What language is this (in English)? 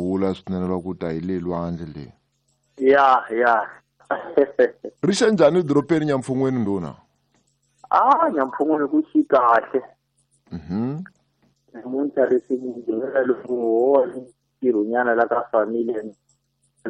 Tsonga